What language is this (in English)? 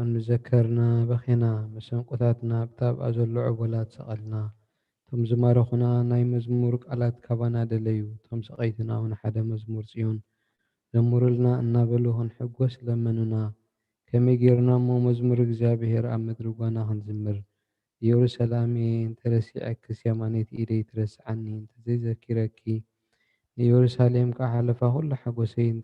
Tigrinya